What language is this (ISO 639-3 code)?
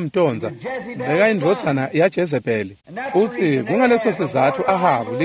ssw